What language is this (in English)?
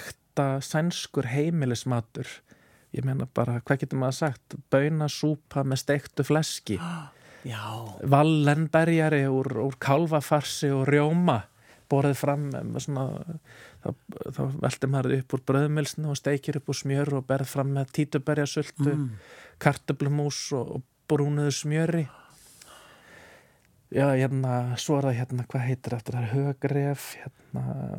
Icelandic